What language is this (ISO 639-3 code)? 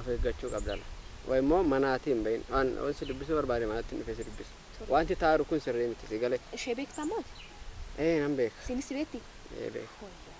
orm